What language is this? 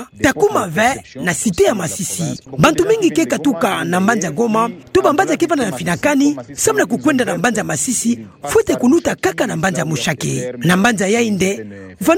Kituba (Democratic Republic of Congo)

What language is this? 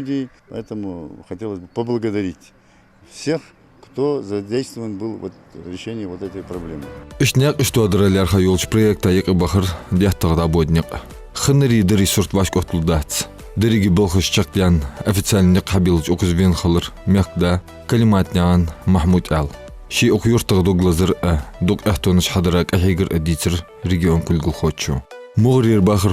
Ingush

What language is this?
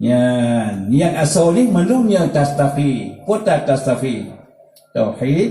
Achinese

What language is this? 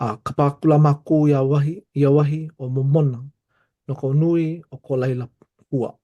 Hawaiian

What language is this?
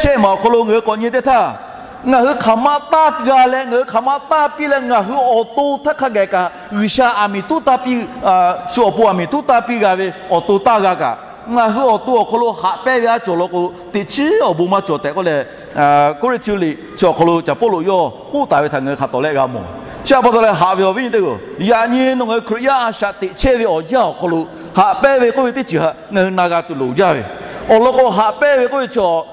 Lahu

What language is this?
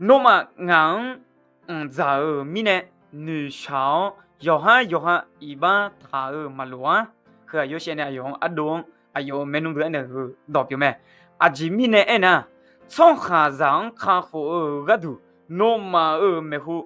Akha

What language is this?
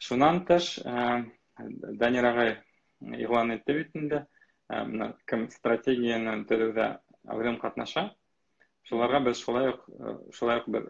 Bashkir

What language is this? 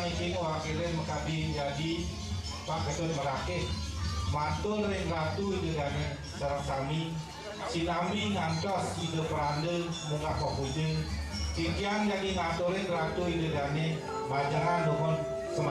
Balinese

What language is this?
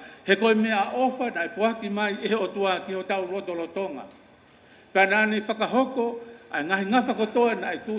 Tongan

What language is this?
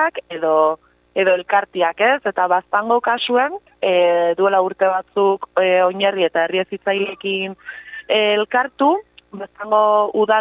Basque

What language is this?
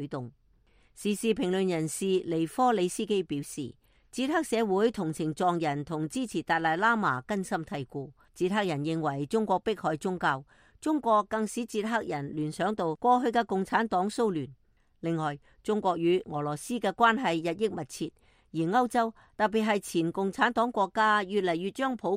Cantonese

